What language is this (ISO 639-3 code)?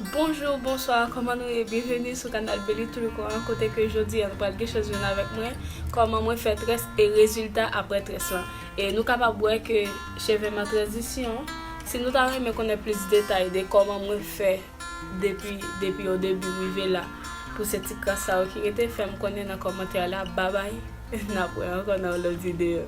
hat